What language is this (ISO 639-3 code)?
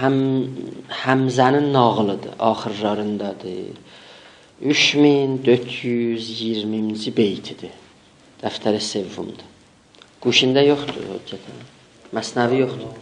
azb